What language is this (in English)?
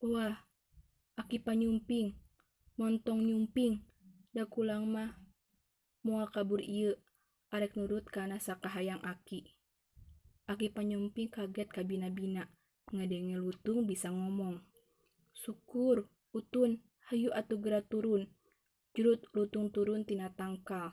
Sundanese